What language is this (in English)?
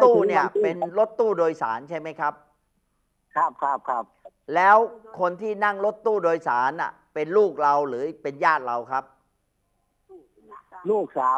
Thai